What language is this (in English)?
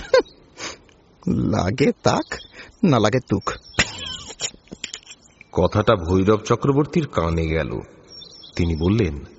Bangla